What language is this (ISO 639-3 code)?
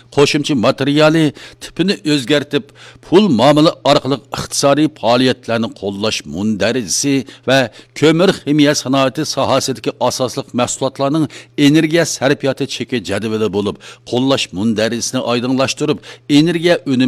uig